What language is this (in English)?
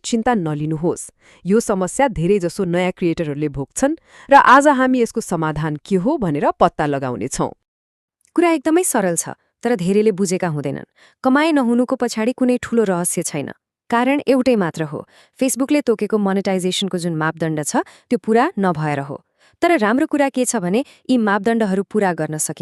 Nepali